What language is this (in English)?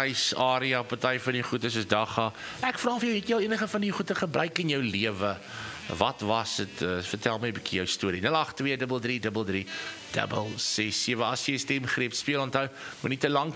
Afrikaans